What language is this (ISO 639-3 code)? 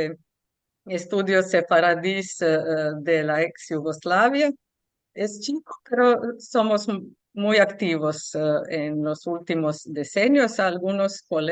lad